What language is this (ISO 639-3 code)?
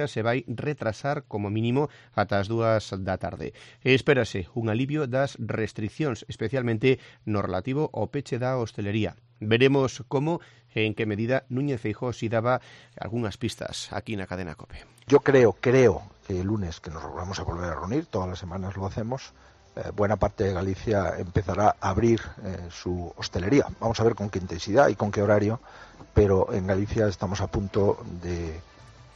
glg